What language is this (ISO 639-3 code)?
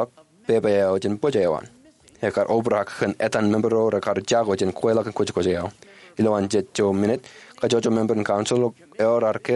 mah